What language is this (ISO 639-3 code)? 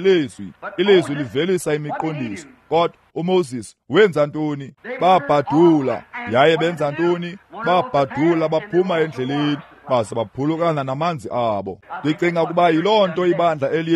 xho